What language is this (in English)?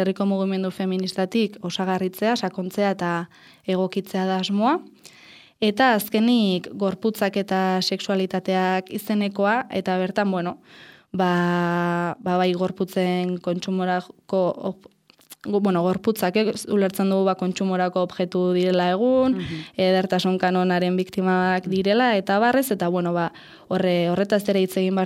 Basque